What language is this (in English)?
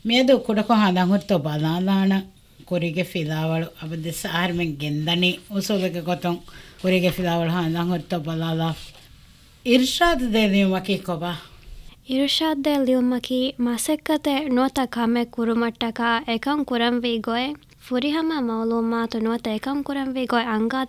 Divehi